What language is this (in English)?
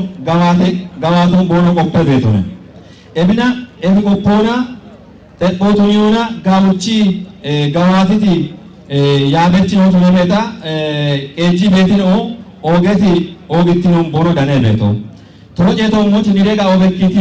Kafa